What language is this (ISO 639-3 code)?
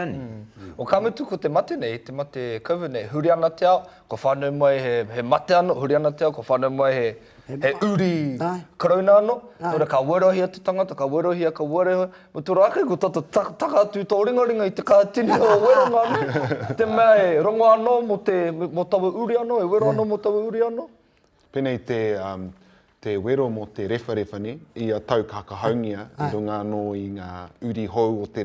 mri